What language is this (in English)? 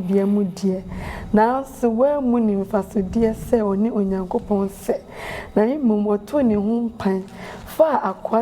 Akan